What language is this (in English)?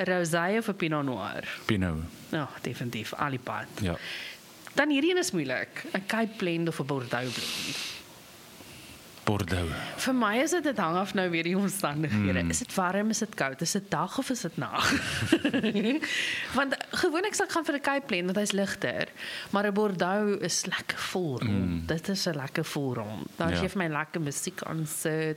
Afrikaans